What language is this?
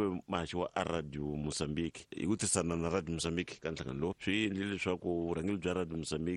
Tsonga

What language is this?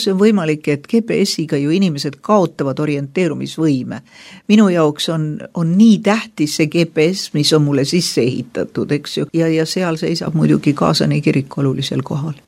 Estonian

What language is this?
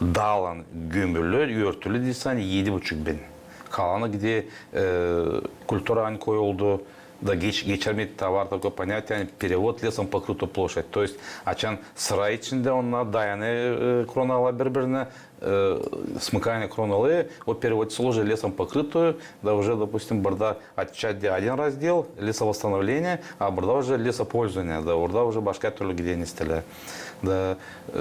Gagauz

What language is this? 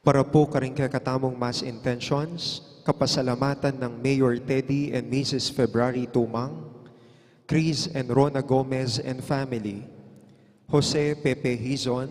Pampanga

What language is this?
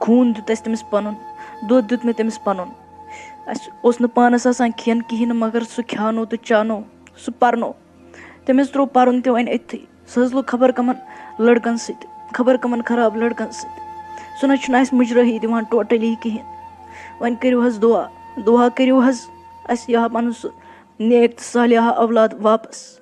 Kashmiri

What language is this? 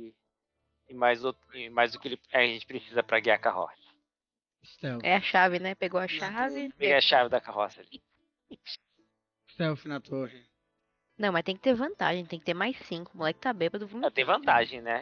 Portuguese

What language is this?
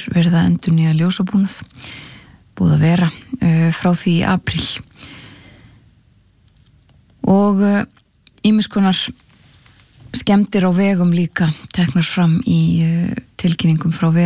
Icelandic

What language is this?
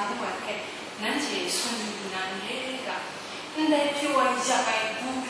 Kachin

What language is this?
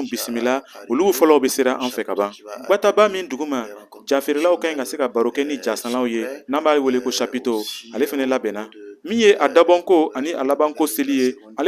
Bambara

